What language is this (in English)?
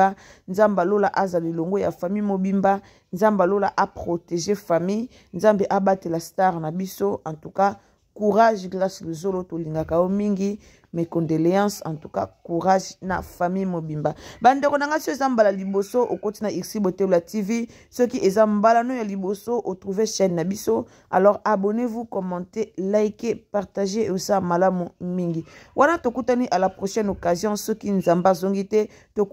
Lingala